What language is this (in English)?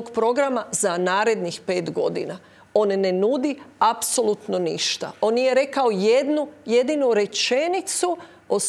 Croatian